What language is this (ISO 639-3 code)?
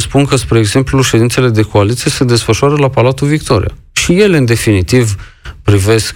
ron